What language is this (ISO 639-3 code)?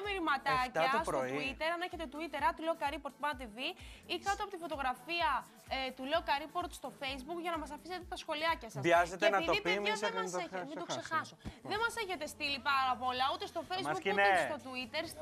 ell